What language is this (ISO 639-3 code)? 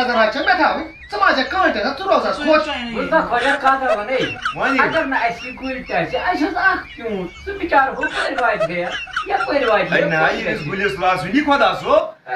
kas